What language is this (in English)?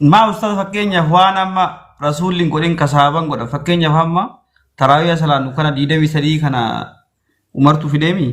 Oromo